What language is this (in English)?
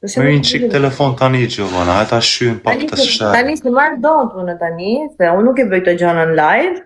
Albanian